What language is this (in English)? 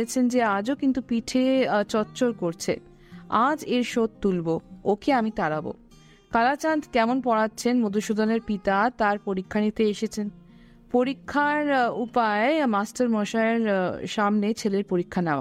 Bangla